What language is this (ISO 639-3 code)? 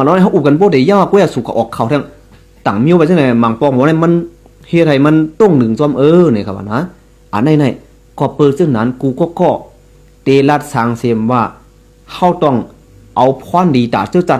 shn